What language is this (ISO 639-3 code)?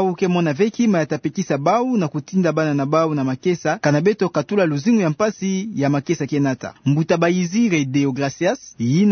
ktu